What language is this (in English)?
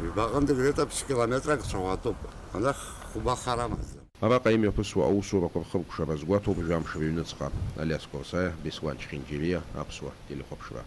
Abkhazian